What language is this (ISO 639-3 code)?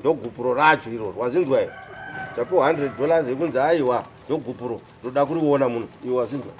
sna